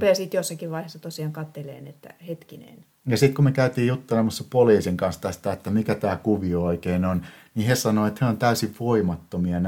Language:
Finnish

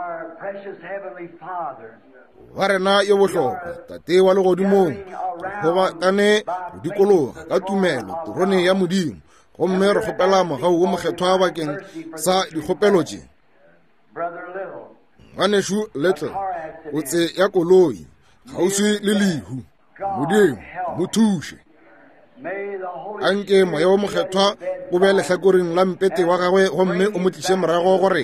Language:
Northern Sotho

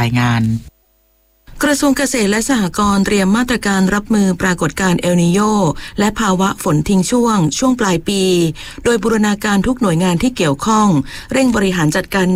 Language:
Thai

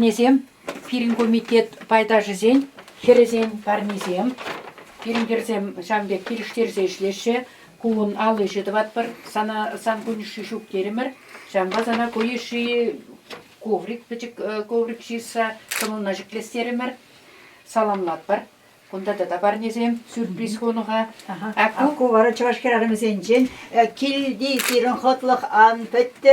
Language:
Chuvash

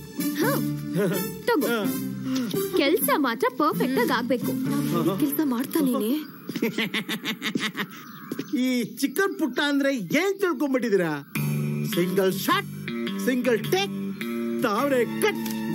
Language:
Kannada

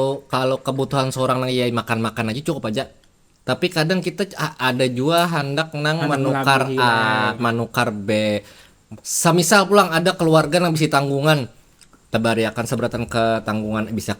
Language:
Banjar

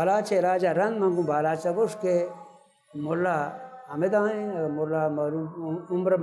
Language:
Baluchi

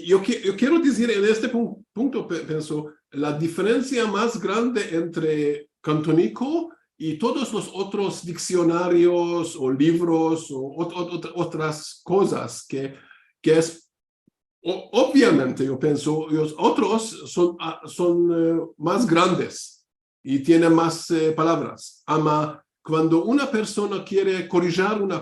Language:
Ladino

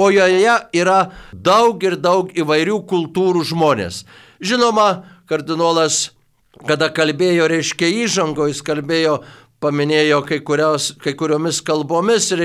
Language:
Lithuanian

